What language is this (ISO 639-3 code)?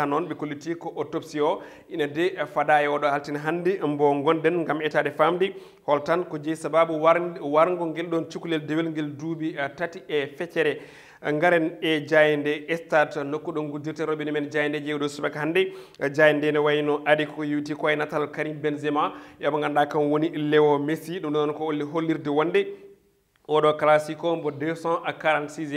ful